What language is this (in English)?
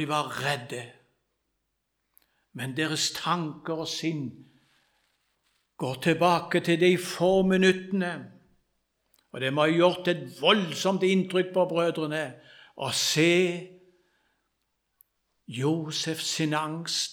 Norwegian